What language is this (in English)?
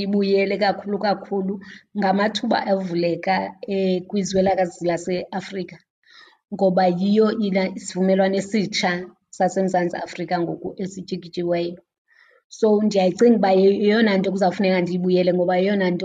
Xhosa